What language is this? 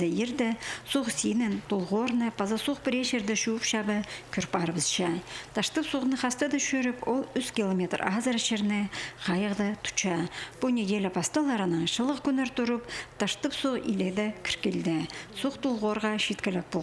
Khakas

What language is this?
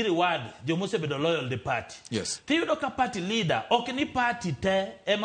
Luo (Kenya and Tanzania)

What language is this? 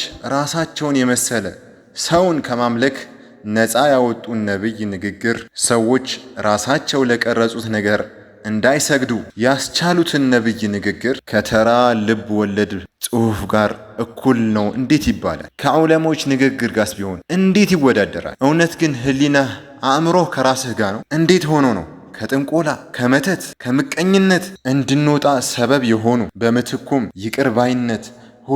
Amharic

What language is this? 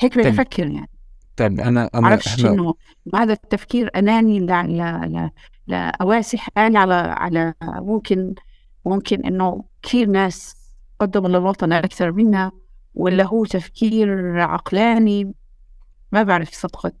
North Levantine Arabic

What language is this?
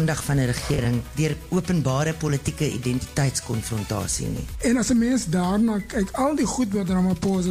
Afrikaans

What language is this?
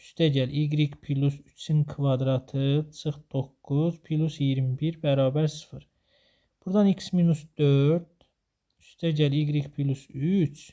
Azerbaijani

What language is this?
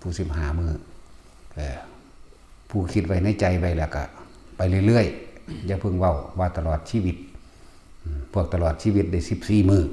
Lao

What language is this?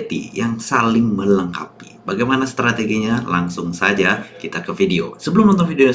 Indonesian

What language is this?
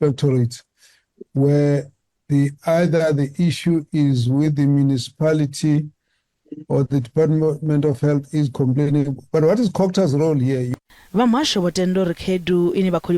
Venda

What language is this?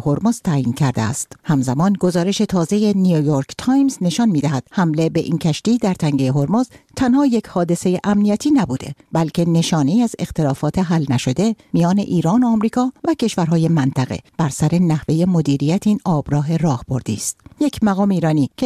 Persian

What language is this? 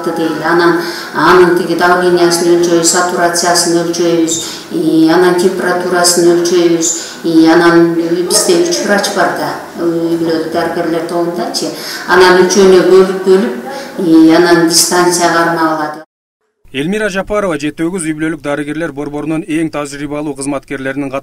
Kyrgyz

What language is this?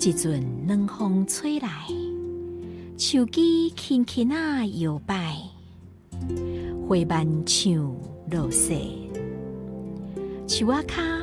Min Nan Chinese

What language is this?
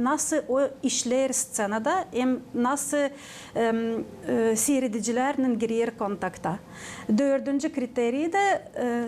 Gagauz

